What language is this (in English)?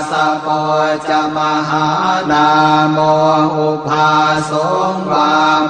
Pali